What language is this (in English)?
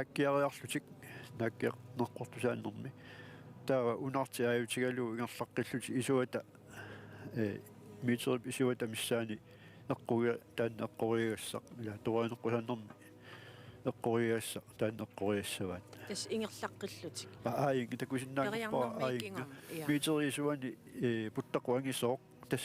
Kalaallisut